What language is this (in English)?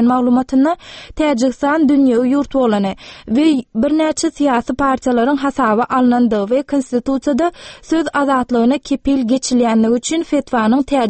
Turkmen